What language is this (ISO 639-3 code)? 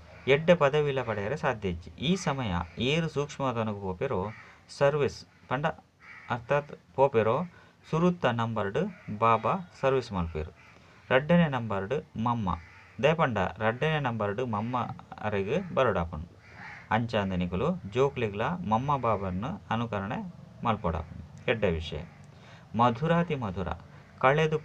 tcy